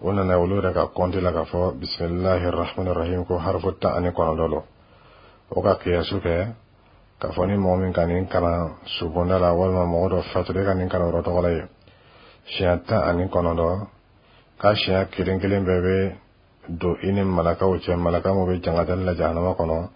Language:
Dyula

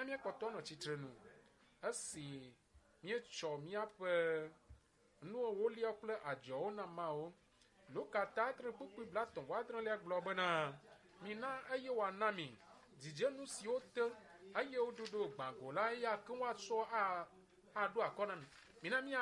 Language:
Ewe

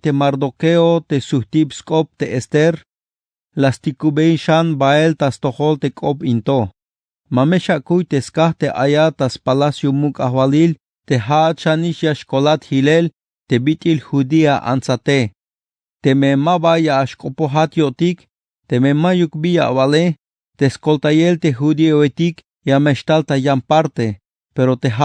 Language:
Tzeltal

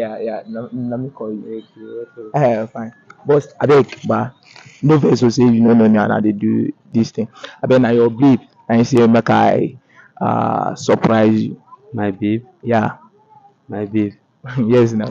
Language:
Nigerian Pidgin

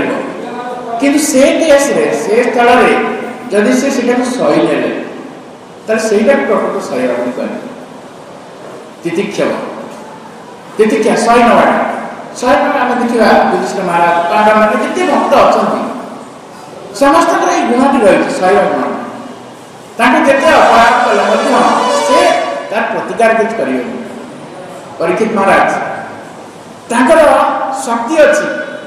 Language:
Odia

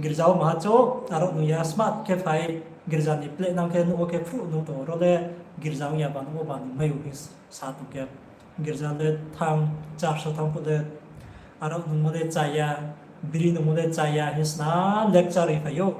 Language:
Riang (India)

